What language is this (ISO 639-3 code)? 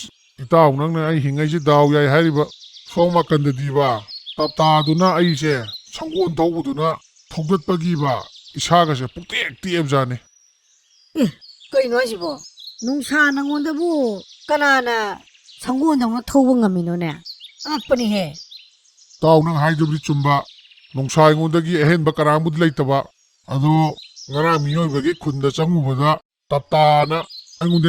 mni